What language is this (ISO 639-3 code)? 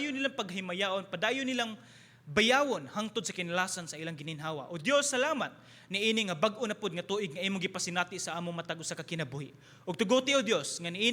ceb